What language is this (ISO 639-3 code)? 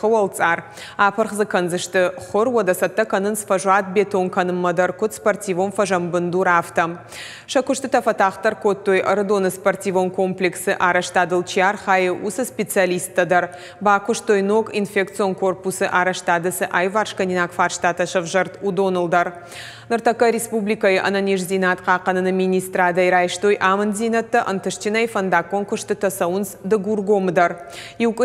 oss